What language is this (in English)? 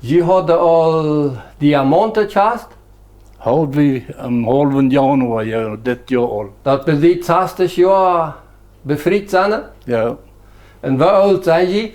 Plautdietsch